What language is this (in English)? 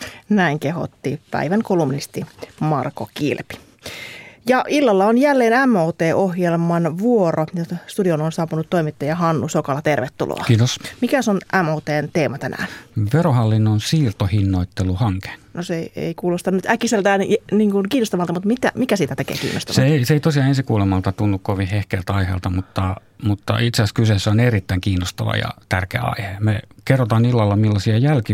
Finnish